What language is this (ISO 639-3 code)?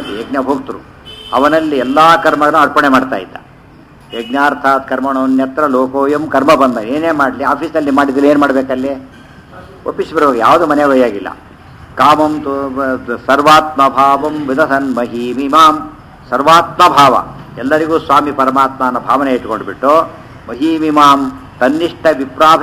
kan